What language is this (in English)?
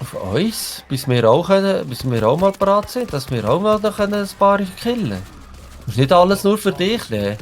Swiss German